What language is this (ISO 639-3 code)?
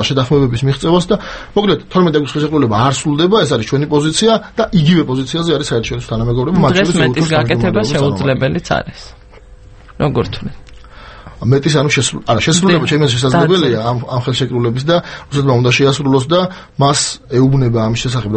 kat